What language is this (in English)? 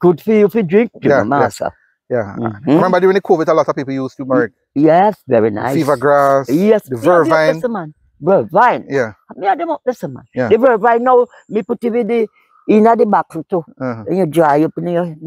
Jamaican Creole English